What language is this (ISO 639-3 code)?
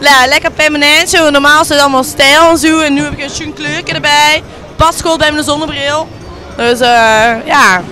lim